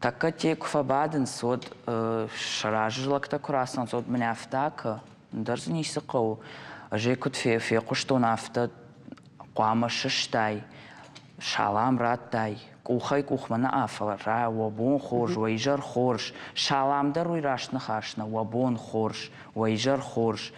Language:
Ossetic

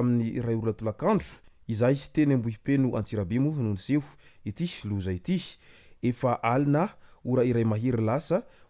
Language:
Malagasy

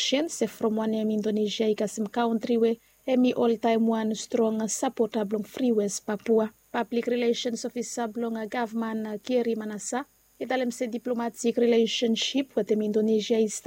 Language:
Bislama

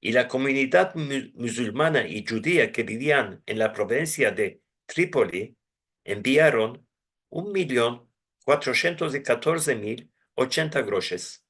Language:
Ladino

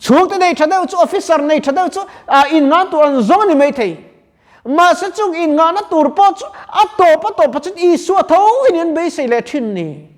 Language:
Mizo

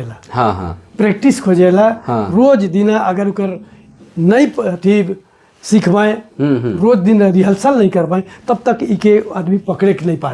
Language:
Sadri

